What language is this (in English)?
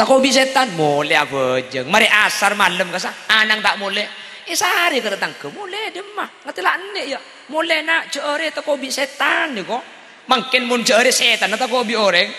Madurese